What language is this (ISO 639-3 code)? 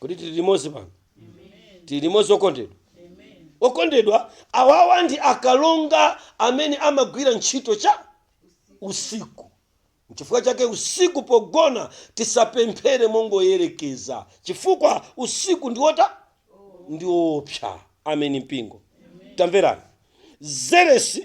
nya